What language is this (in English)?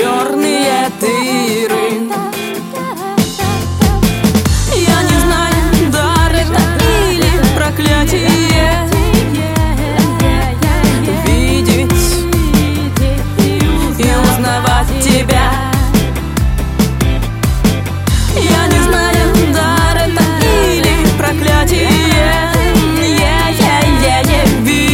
Russian